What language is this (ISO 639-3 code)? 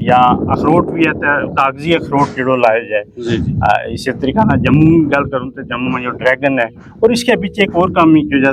gju